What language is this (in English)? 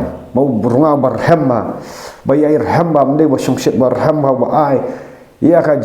Khasi